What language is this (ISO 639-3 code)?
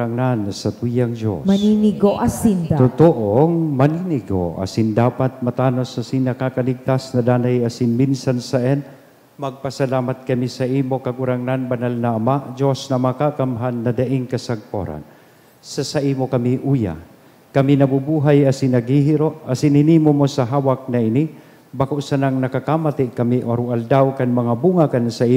bik